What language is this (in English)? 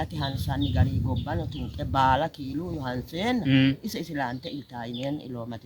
Sidamo